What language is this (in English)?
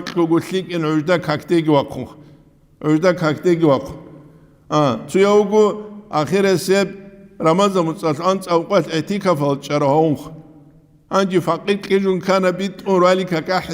Avaric